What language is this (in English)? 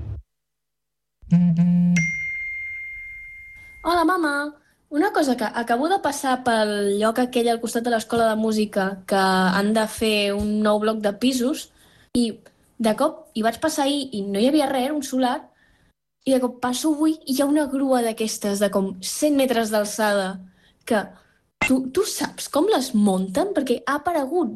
Catalan